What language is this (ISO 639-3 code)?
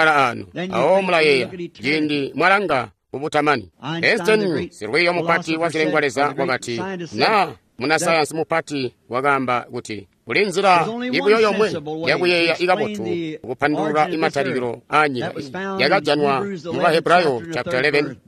toi